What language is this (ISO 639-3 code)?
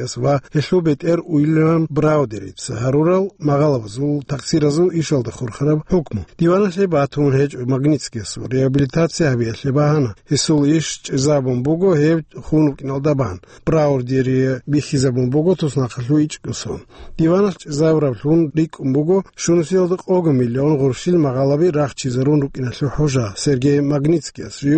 ava